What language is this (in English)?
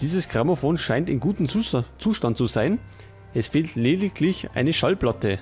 Bavarian